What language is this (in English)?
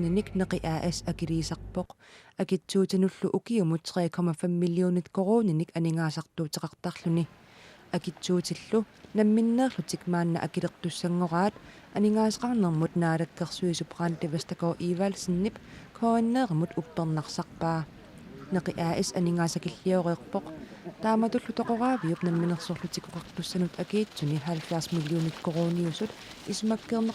Kalaallisut